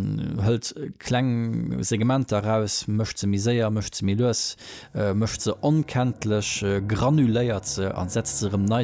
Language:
Luxembourgish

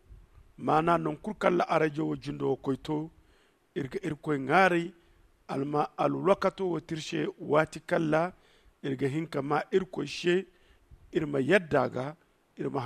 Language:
Zarma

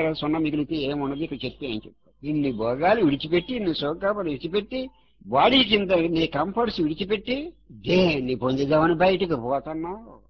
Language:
Telugu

